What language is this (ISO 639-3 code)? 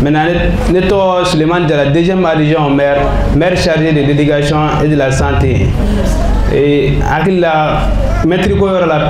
bam